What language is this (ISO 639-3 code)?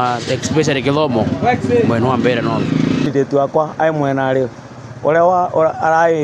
mer